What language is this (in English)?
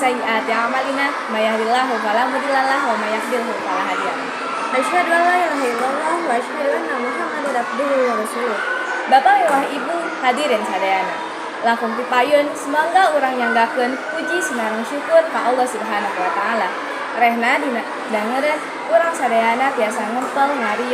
Sundanese